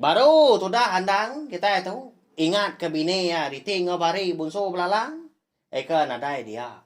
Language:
Iban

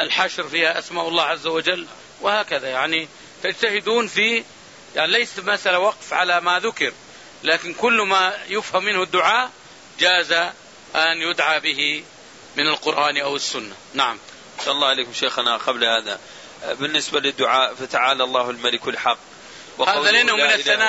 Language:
Arabic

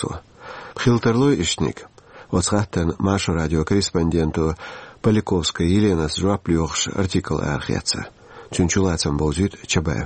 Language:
Chechen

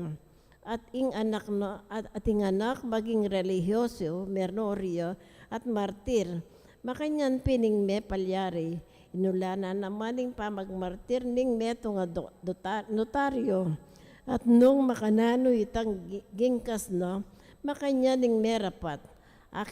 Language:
Pampanga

